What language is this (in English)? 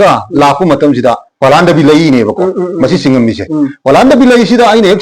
Manipuri